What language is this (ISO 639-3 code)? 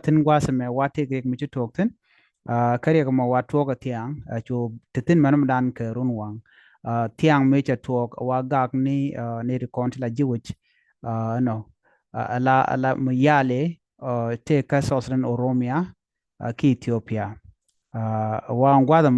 nus